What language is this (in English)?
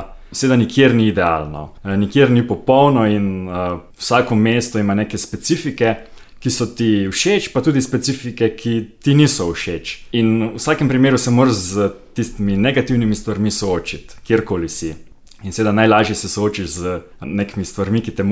Slovenian